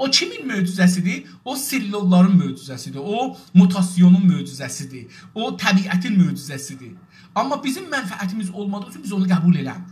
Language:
South Azerbaijani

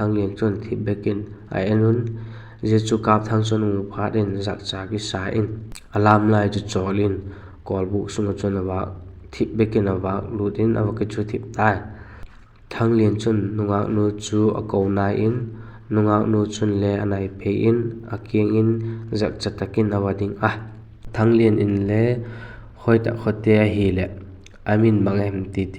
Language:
Vaiphei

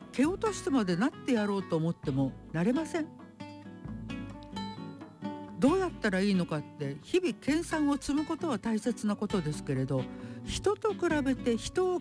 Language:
Japanese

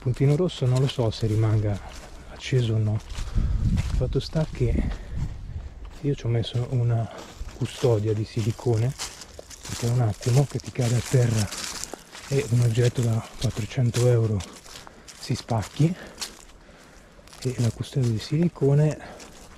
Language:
Italian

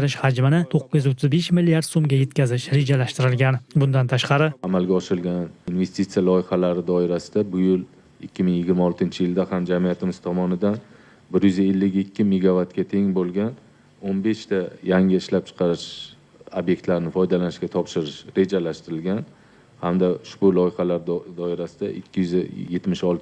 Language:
Uzbek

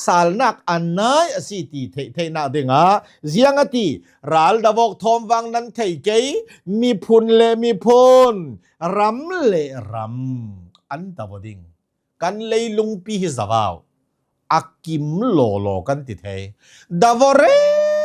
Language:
Hakha Chin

